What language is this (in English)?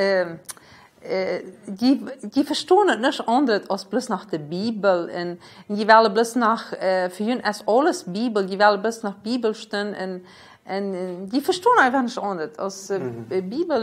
Plautdietsch